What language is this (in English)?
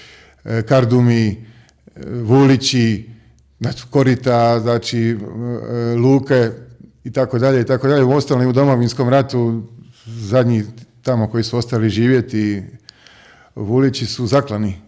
Croatian